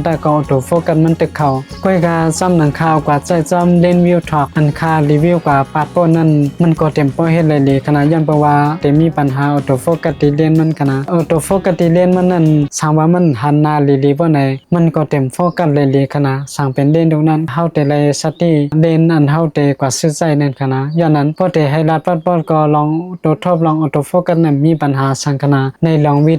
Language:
Shan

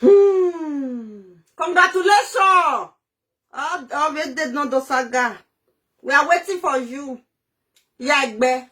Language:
Nigerian Pidgin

